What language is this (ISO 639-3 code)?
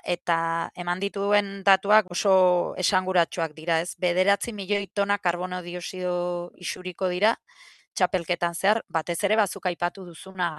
eus